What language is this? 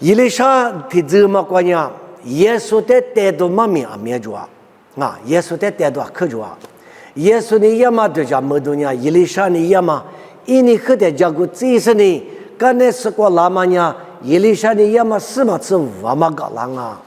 Lisu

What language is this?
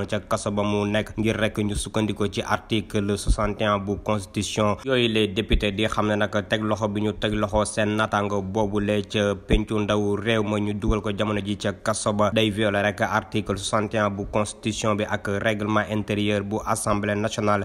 Wolof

